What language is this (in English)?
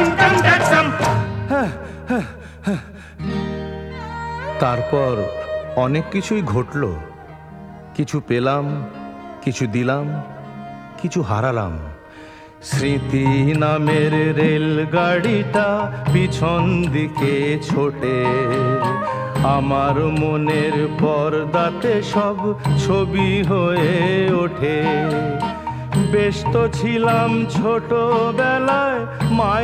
Bangla